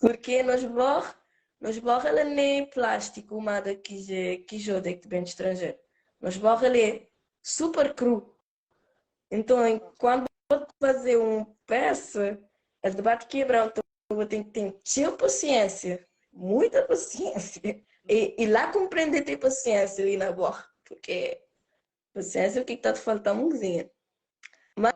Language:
Kabuverdianu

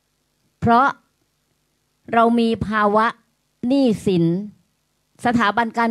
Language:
Thai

